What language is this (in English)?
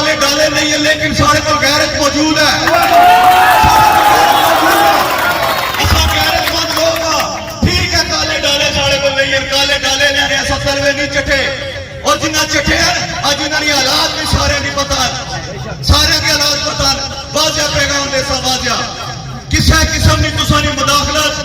Pahari-Potwari